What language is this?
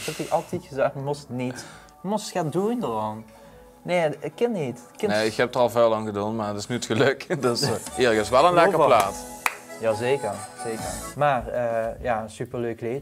Limburgish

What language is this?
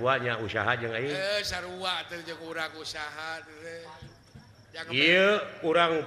Sundanese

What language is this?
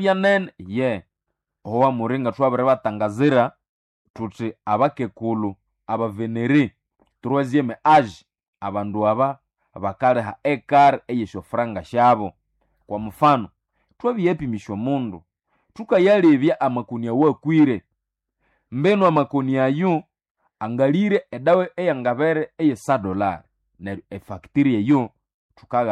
Nande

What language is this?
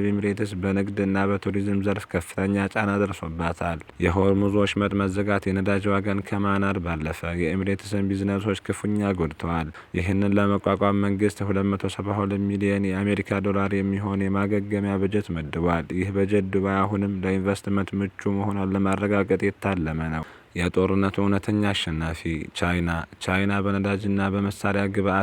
Amharic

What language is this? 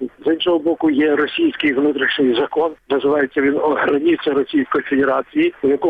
Ukrainian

